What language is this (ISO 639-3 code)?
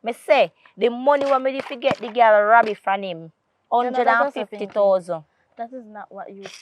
jam